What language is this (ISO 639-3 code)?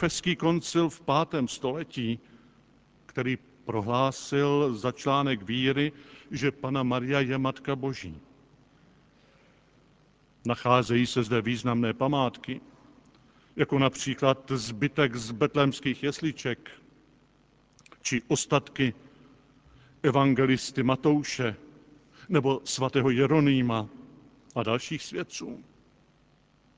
ces